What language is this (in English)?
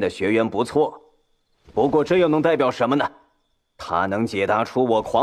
Chinese